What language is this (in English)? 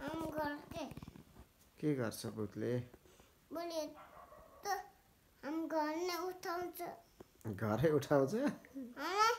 Nepali